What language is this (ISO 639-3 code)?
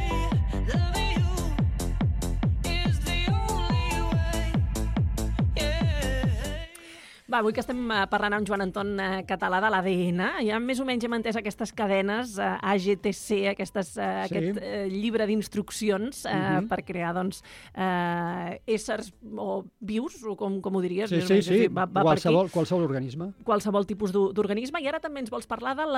cat